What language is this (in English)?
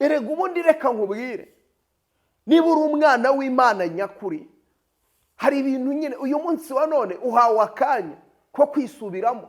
Kinyarwanda